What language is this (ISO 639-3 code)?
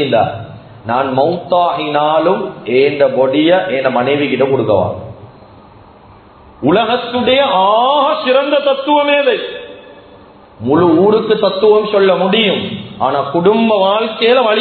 tam